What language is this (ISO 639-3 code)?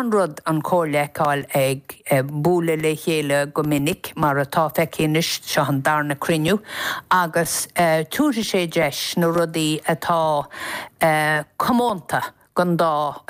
gle